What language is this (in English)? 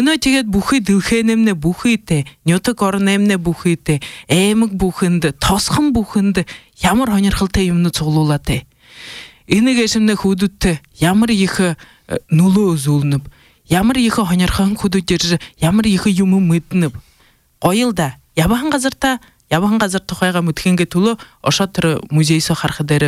Buriat